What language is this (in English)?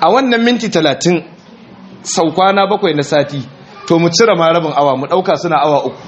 Hausa